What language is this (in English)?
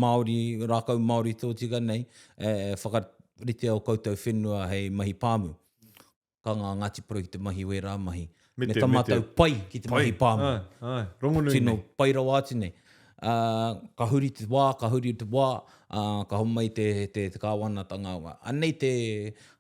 Māori